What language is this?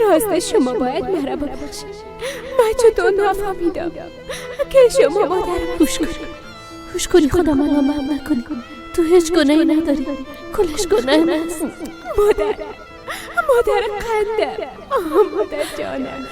Persian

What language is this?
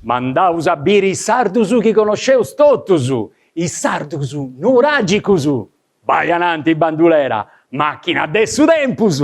Sardinian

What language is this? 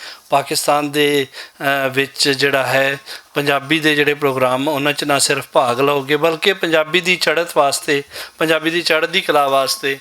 Western Panjabi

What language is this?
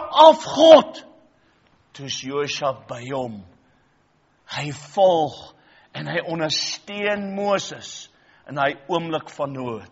Afrikaans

